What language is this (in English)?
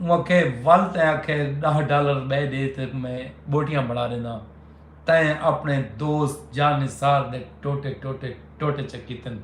Saraiki